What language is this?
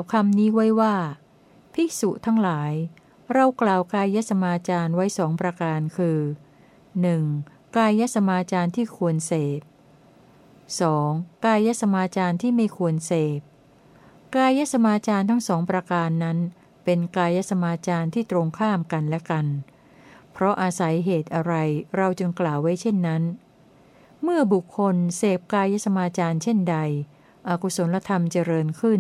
Thai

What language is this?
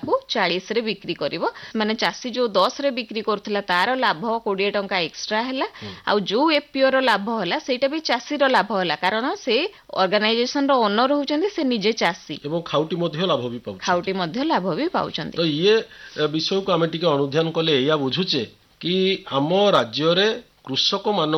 Odia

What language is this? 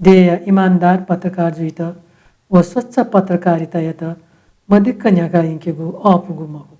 Newari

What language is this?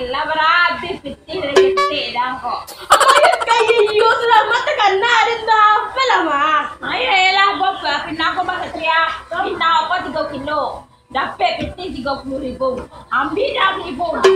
Minangkabau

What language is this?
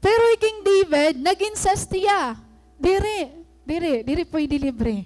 Waray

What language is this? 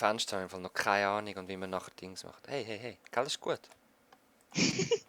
Swiss German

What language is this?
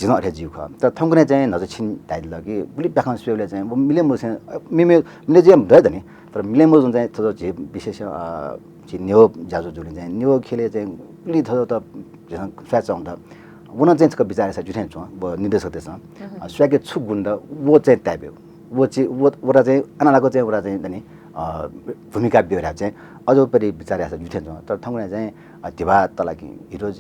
Newari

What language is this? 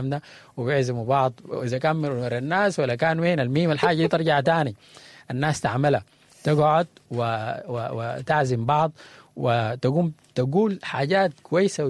Sudanese Arabic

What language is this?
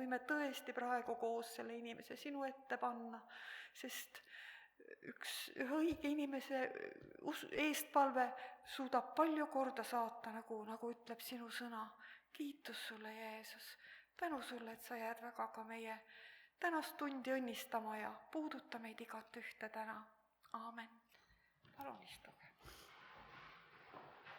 Estonian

